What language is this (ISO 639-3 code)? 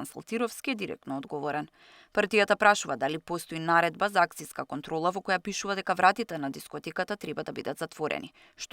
mkd